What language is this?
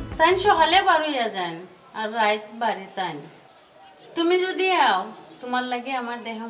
Sylheti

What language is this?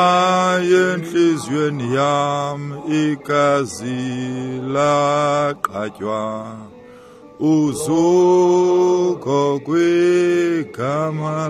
Xhosa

